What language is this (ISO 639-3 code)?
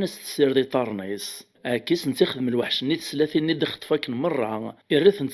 kab